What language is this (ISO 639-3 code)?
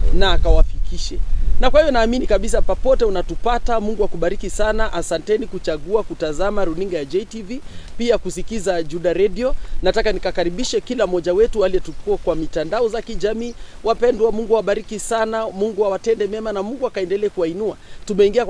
swa